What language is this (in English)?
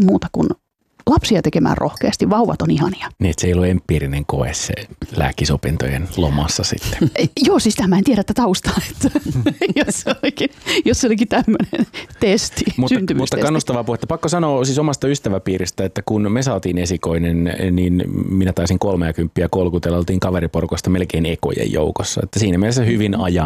Finnish